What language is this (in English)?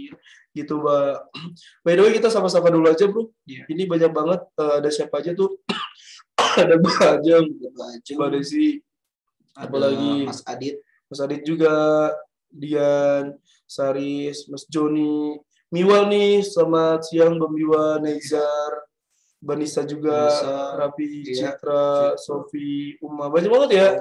Indonesian